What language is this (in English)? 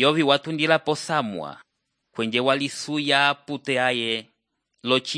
Umbundu